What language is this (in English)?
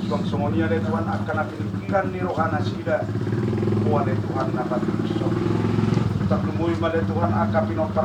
Batak Toba